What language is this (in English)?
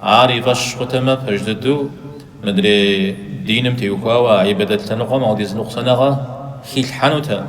Kabardian